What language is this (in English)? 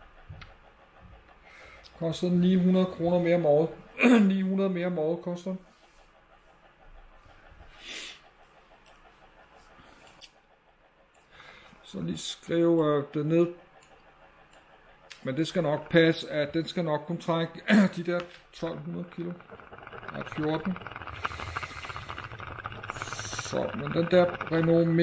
Danish